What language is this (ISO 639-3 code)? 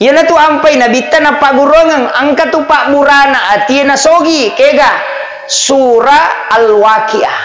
bug